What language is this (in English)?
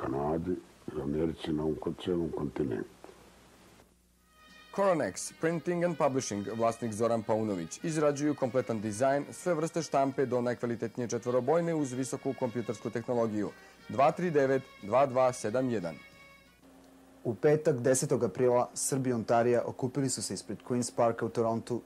Serbian